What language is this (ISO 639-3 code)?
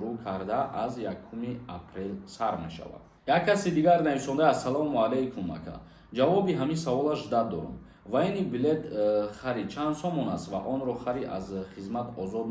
tgk